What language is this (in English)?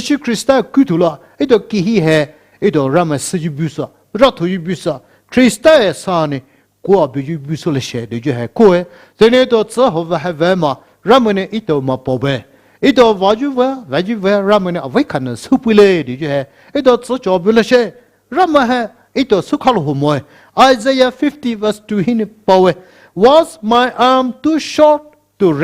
Poumei Naga